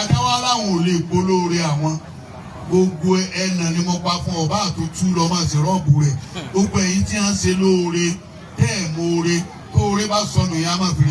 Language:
Yoruba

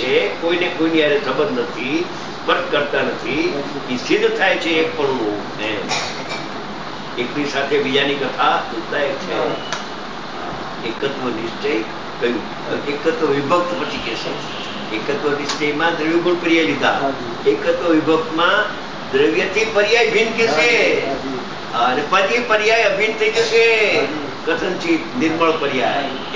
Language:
Gujarati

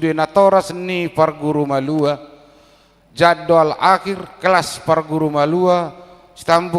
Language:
Batak Toba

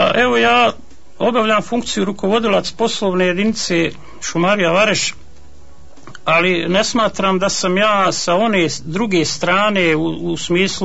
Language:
Bosnian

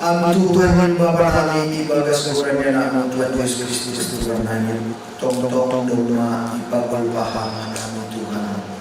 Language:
Batak Simalungun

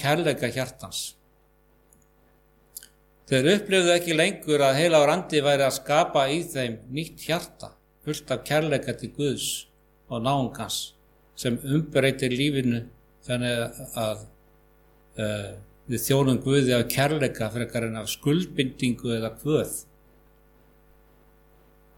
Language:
Icelandic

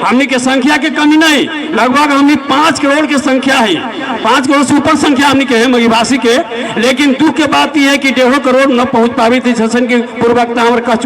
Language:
Magahi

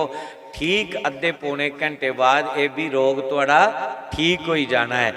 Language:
Dogri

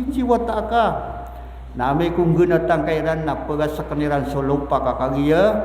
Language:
Maranao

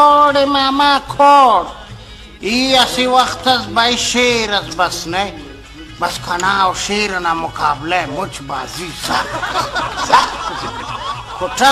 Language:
Brahui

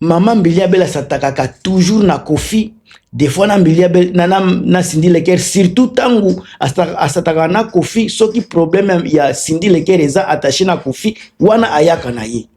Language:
Lingala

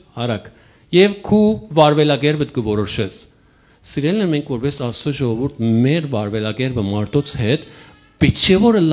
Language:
Western Armenian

